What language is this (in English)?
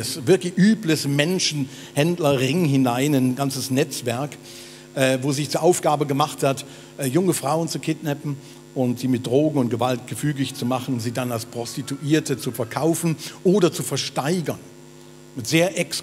Swiss German